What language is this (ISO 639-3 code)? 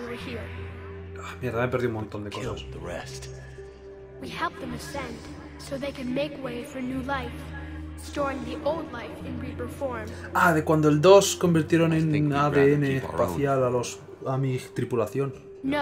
spa